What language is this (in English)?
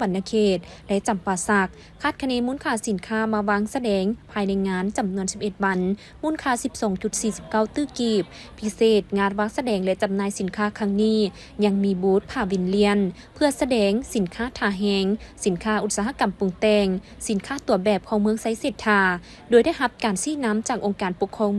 Lao